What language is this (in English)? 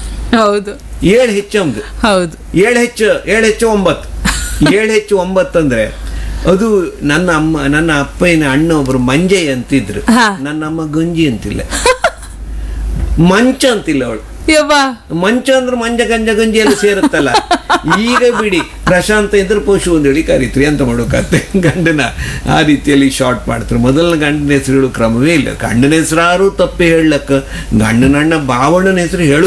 Kannada